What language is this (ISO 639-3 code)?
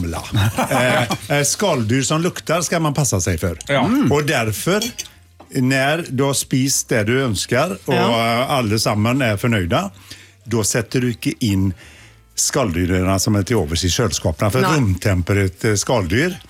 nor